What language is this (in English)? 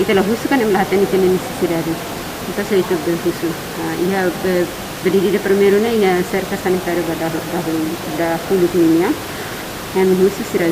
Tetum